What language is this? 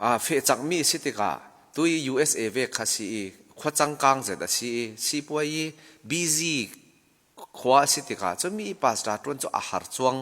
Falam Chin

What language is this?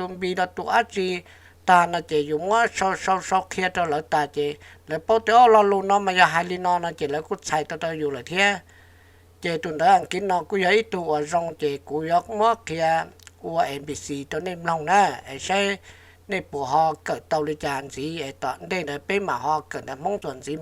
Hmong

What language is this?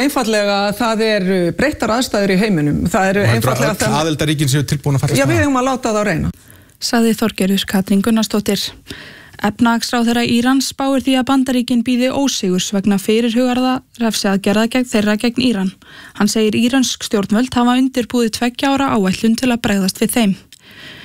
Icelandic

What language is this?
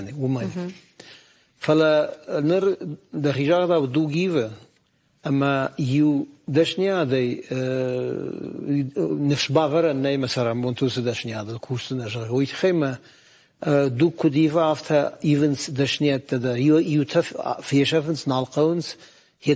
Ossetic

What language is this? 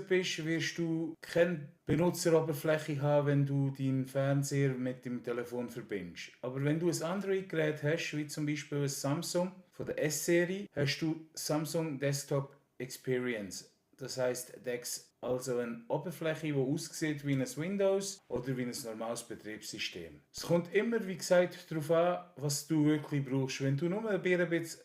Swiss German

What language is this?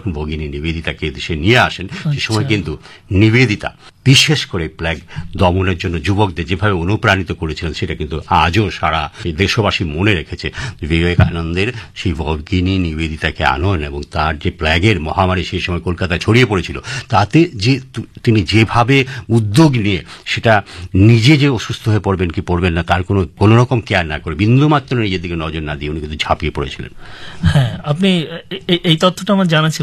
Bangla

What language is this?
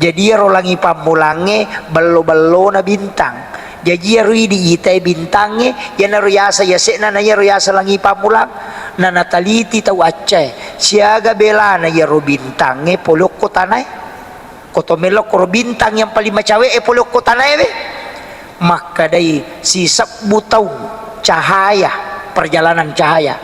Buginese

